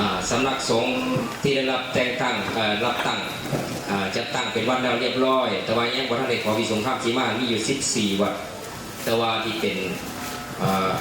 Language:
Northeastern Thai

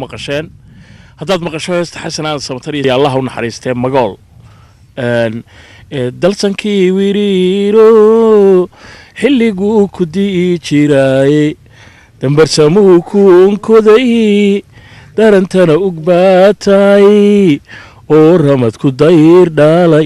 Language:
Somali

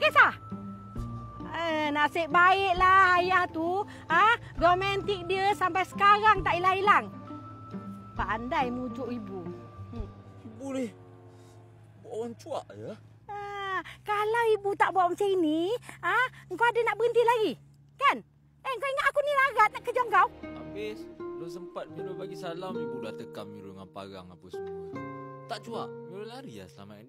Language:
Malay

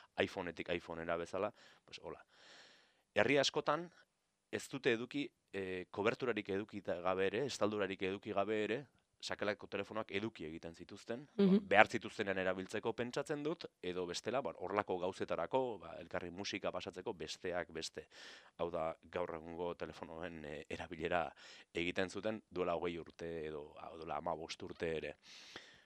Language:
Basque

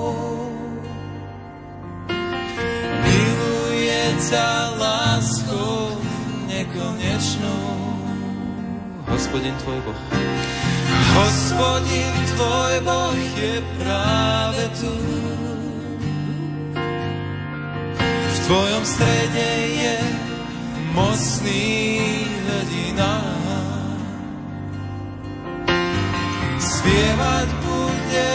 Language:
Slovak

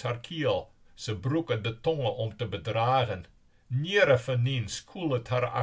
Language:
Western Frisian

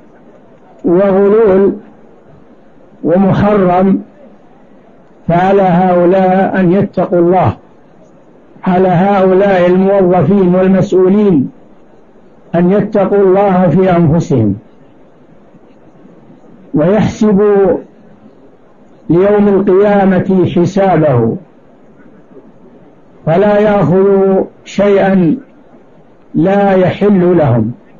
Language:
Arabic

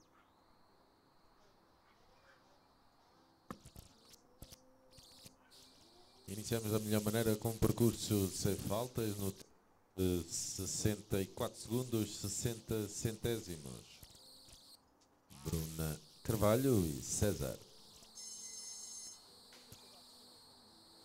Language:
Portuguese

